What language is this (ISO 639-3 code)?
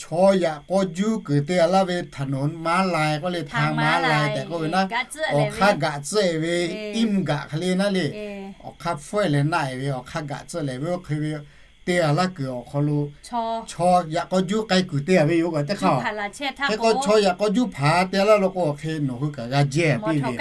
lhu